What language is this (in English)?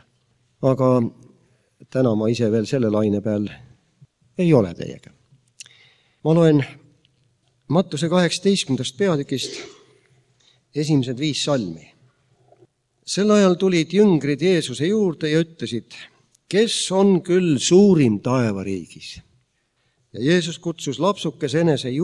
Estonian